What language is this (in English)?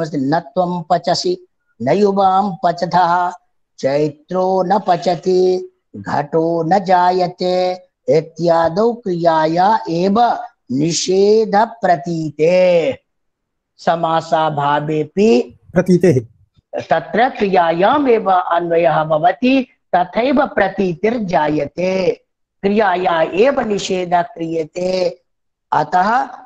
Sanskrit